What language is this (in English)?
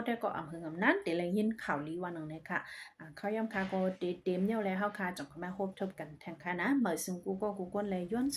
Shan